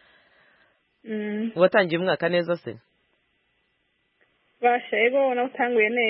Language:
Kinyarwanda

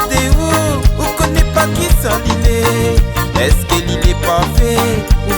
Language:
Réunion Creole French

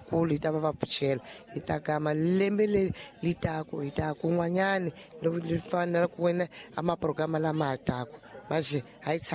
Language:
Tsonga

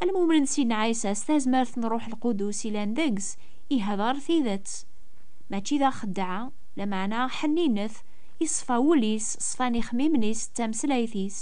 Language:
Kabyle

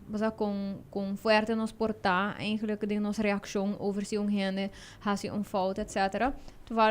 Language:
Papiamento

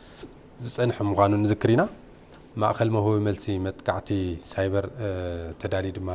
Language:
Tigrinya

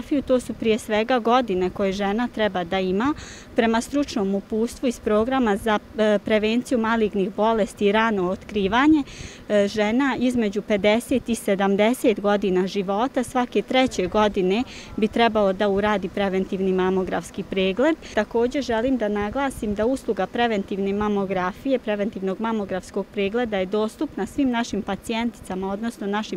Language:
Bosnian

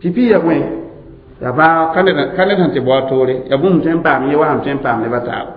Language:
Mossi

